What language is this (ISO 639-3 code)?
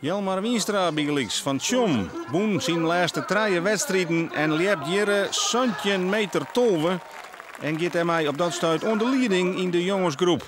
fry